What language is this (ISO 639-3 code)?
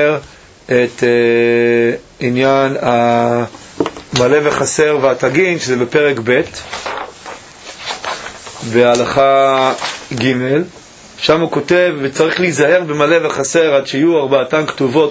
heb